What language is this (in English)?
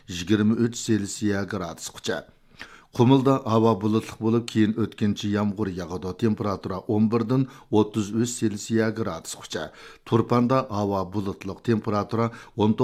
Uyghur